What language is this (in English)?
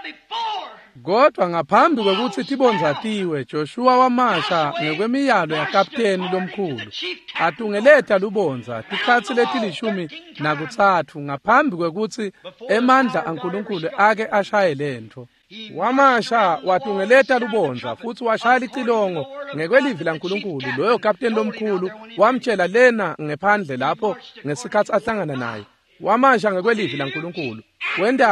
Swati